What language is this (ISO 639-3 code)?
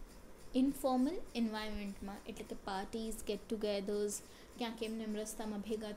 guj